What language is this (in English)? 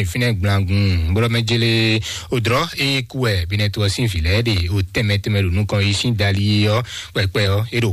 Fon